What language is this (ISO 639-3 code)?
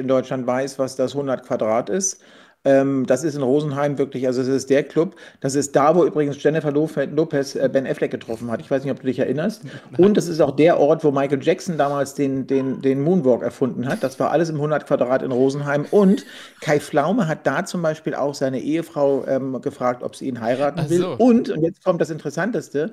deu